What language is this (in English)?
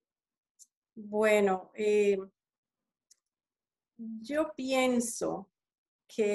Spanish